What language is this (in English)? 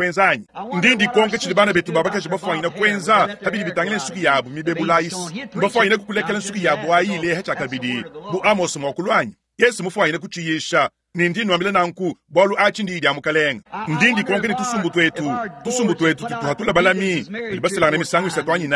Luba-Lulua